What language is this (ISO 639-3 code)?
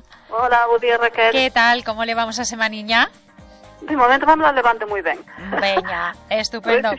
glg